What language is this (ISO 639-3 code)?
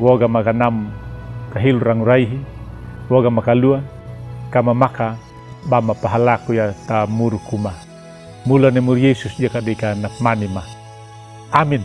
akg